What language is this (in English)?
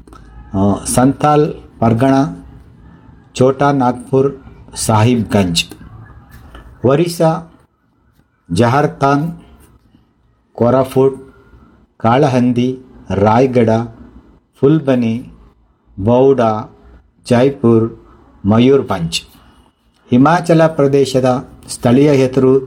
Kannada